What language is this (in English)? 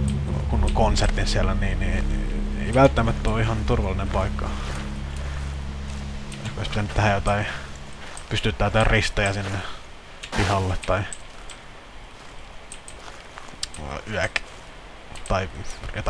Finnish